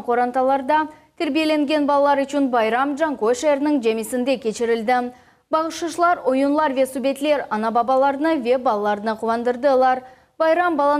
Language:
Crimean Tatar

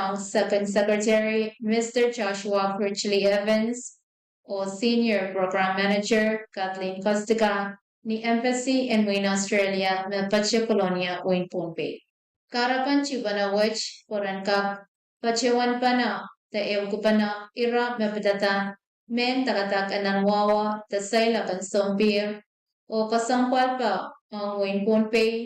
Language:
Pohnpeian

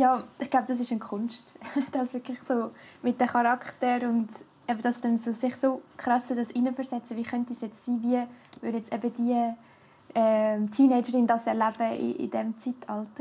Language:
Swiss German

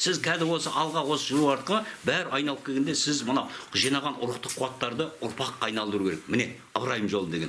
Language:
Kazakh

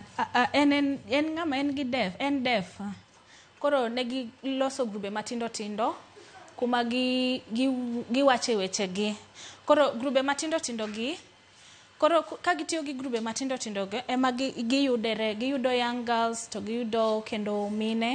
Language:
Luo (Kenya and Tanzania)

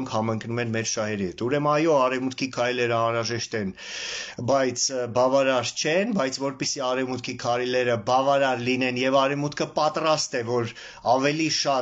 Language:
Armenian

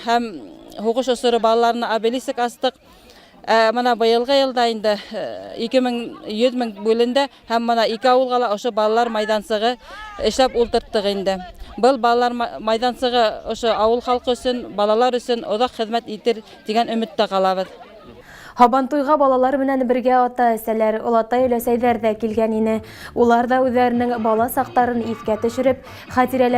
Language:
Bashkir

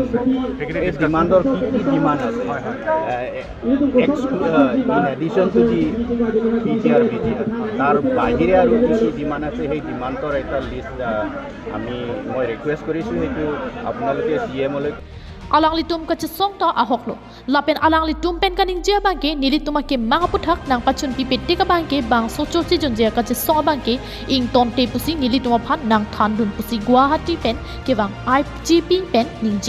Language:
Karbi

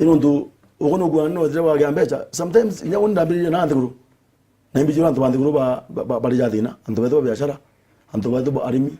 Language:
Meru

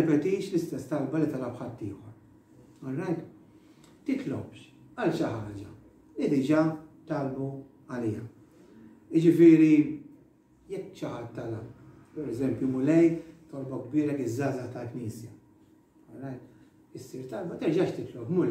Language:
Maltese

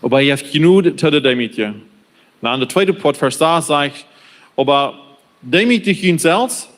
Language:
Plautdietsch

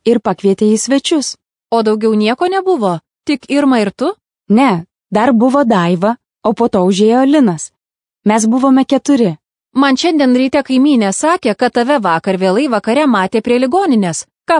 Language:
Lithuanian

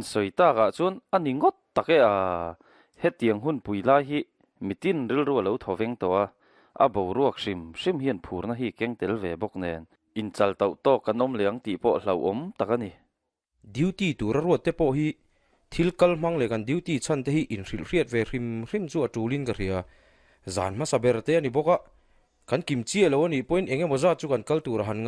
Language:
Mizo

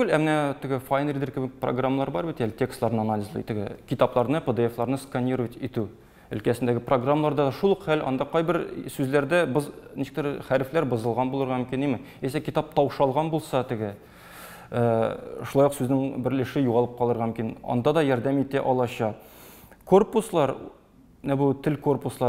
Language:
Tatar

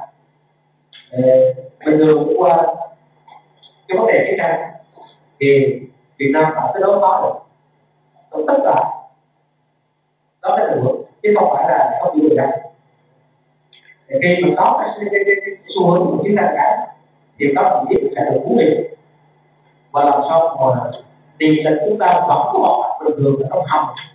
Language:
Vietnamese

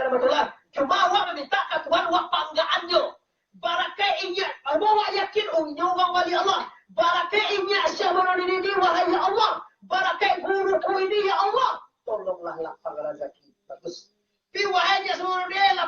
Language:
Minangkabau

